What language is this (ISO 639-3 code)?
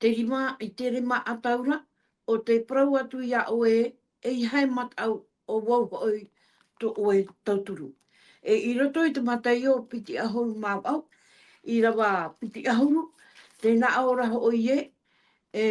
tah